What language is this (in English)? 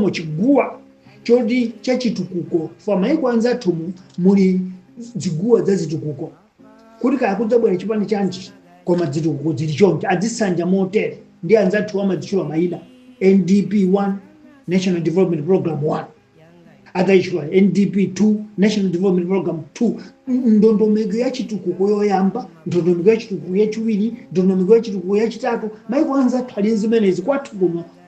Nyanja